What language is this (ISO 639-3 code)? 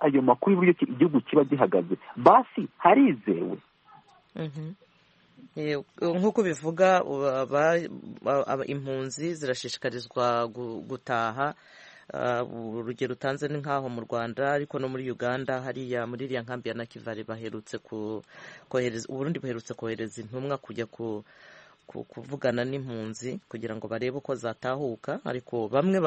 kin